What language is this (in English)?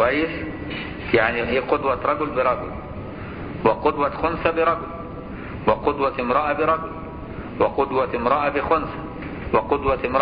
Arabic